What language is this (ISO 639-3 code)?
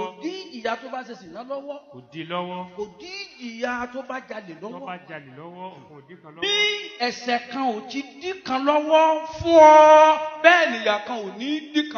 yor